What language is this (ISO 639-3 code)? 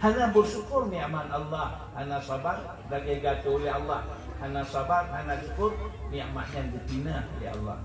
ace